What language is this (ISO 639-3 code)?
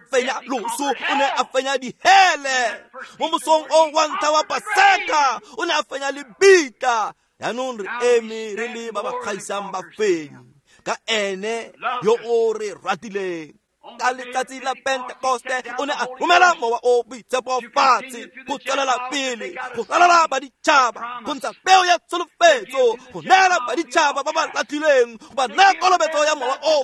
tsn